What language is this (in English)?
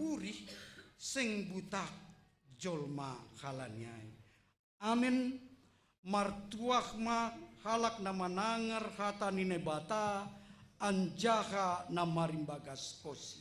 Batak Simalungun